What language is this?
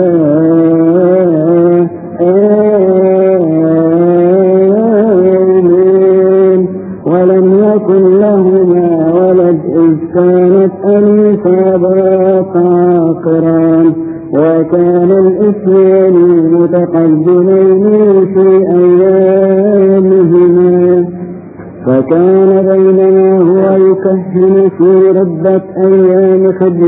Arabic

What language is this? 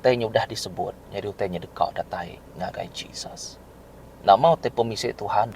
Iban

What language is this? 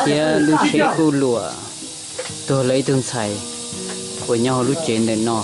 Hmong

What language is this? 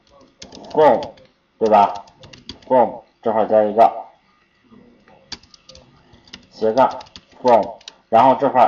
Chinese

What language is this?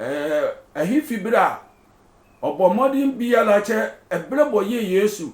Sehwi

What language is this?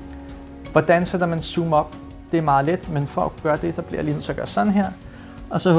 Danish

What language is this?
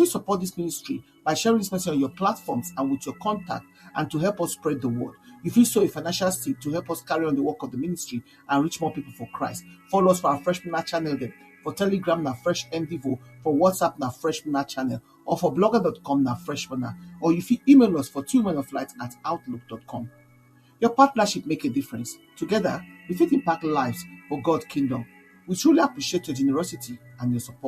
Nigerian Pidgin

